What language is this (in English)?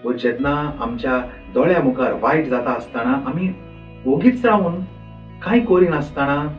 Konkani